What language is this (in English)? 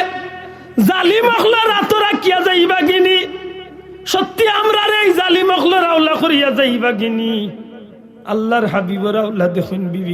Sylheti